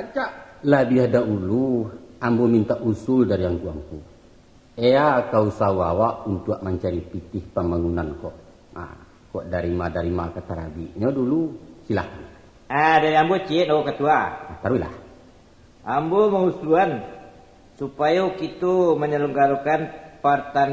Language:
Minangkabau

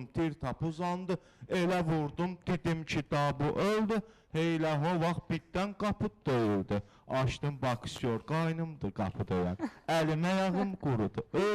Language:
Azerbaijani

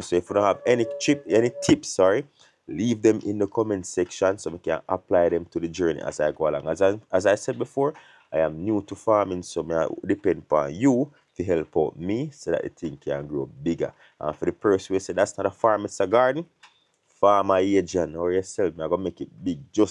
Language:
Jamaican Creole English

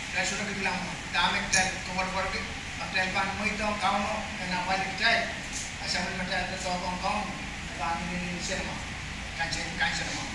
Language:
Pohnpeian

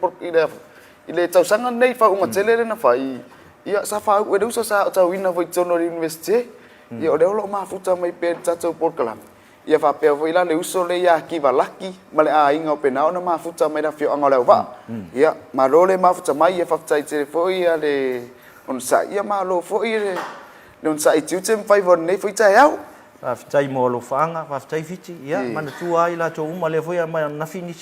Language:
Samoan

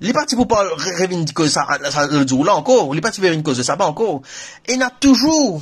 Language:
Morisyen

